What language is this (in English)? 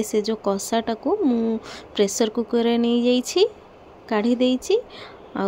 Odia